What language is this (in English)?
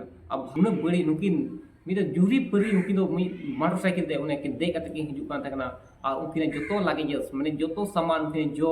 Santali